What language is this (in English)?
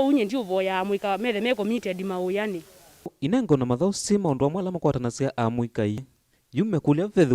Kamba